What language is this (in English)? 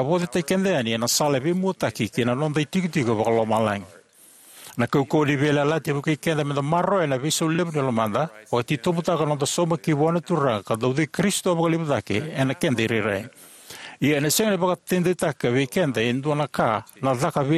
Fijian